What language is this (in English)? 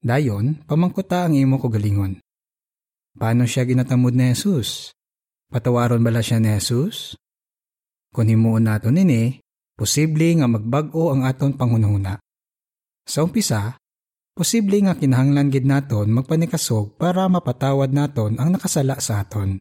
Hiligaynon